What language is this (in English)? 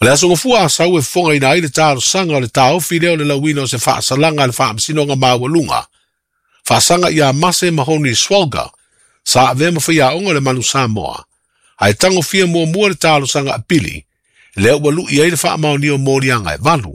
Samoan